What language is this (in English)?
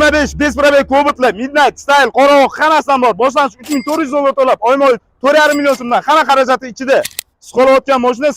Uzbek